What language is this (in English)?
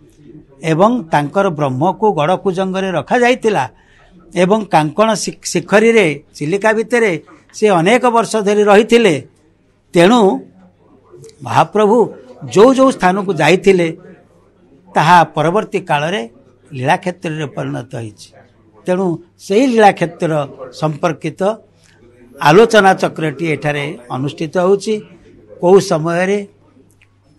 Odia